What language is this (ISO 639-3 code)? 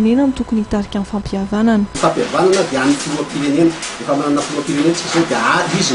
mlg